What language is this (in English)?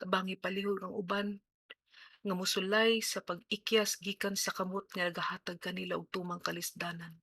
Cebuano